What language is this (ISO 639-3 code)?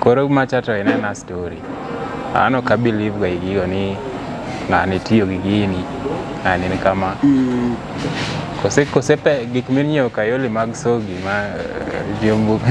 luo